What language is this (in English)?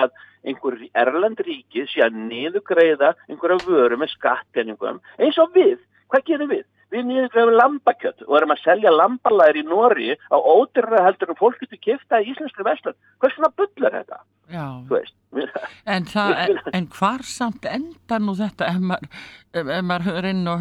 Icelandic